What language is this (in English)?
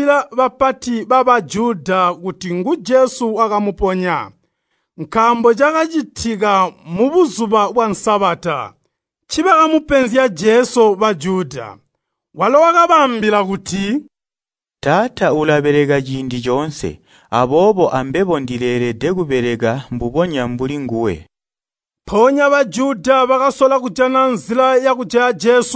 Tonga (Zambia)